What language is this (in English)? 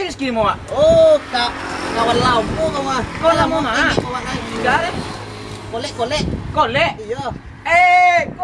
Minangkabau